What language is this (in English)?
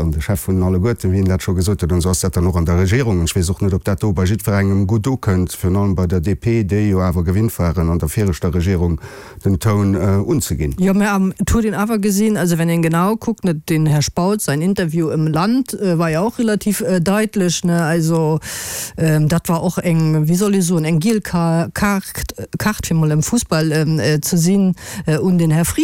Luxembourgish